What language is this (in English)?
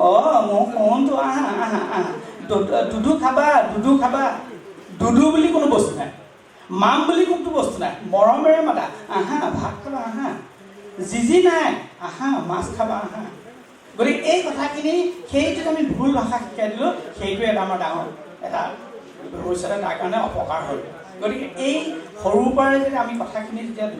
Assamese